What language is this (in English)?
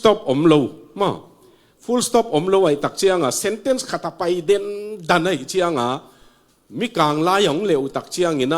Tedim Chin